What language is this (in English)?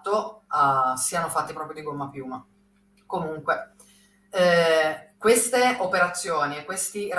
Italian